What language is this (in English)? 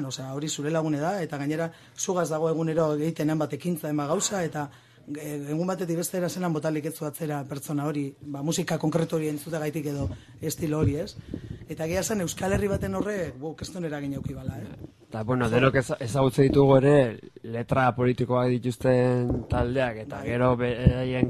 Basque